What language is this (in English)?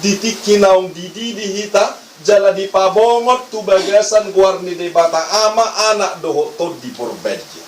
Batak Toba